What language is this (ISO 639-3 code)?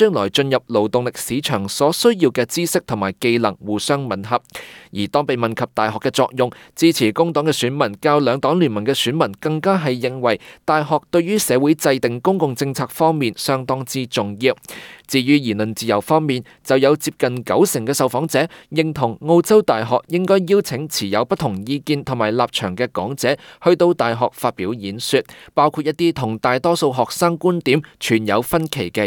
yue